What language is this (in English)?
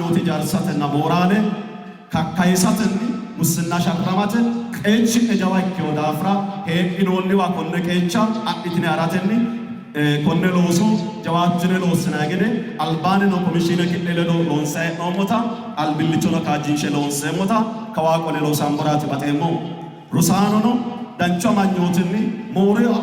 Sidamo